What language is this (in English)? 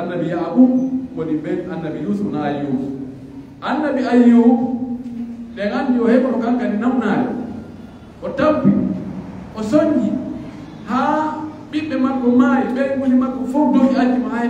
Pular